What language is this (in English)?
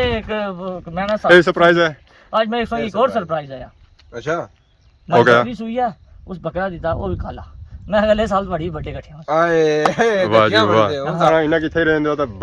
Pahari-Potwari